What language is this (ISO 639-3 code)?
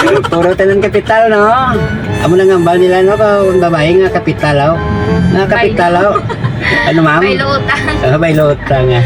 hil